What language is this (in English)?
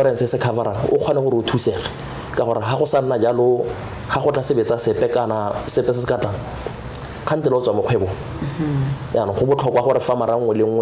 Tswana